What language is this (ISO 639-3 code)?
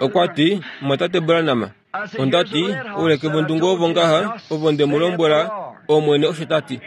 kua